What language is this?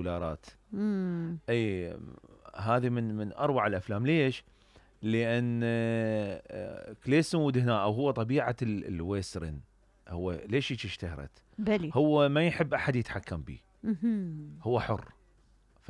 Mesopotamian Arabic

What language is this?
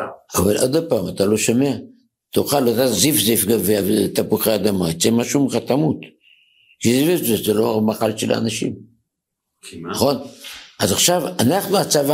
Hebrew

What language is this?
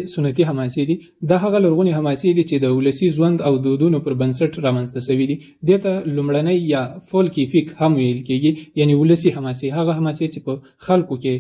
Pashto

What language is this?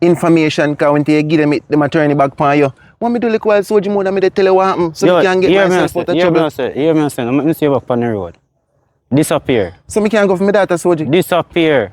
Jamaican Creole English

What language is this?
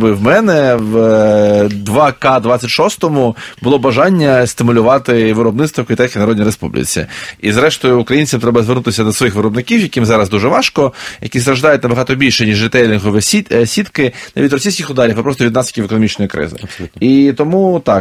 Ukrainian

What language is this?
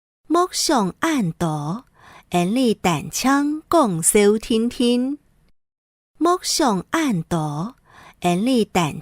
Hakka Chinese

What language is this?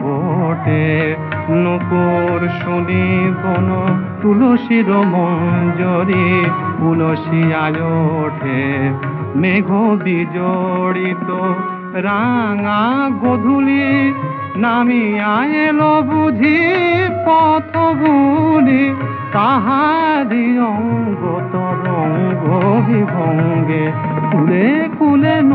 Bangla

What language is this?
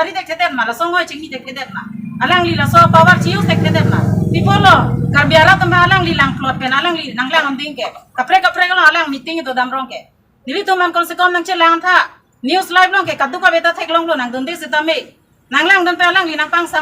Karbi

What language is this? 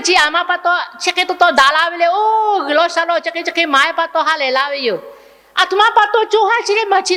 Lahu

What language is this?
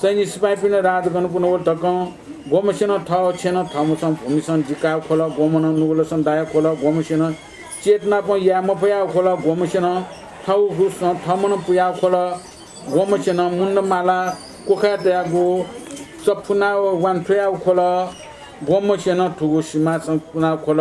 Newari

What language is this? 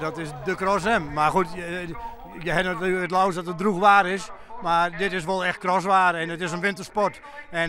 Western Frisian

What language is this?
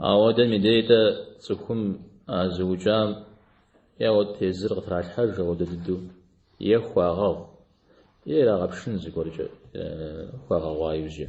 Kabardian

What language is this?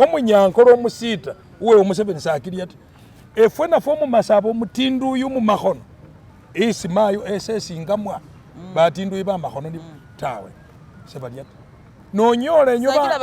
Masaaba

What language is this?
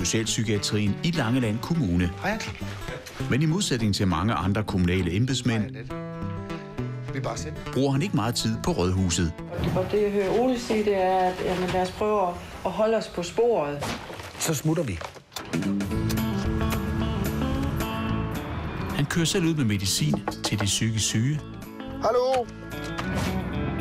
Danish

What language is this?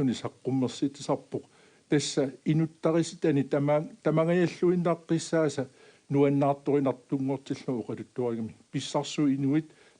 Kalaallisut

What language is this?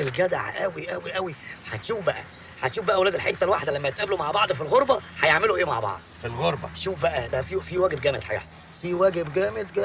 Egyptian Arabic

